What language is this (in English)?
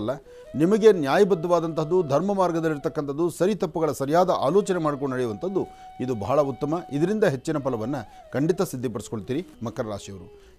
Kannada